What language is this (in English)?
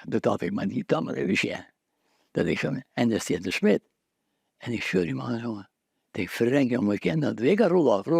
Western Frisian